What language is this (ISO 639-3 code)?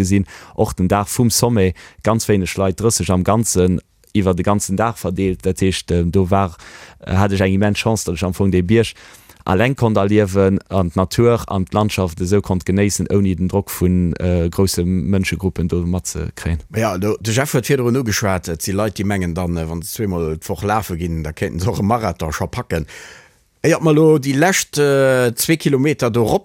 ltz